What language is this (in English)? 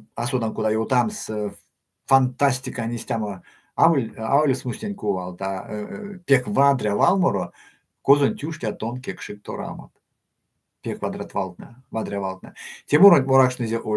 Erzya